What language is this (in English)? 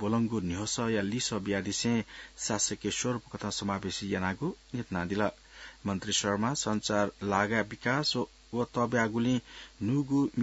Newari